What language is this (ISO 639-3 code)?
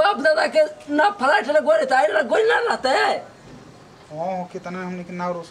bho